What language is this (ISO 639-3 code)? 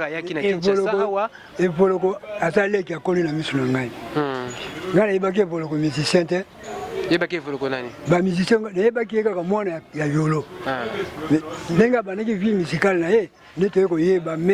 lin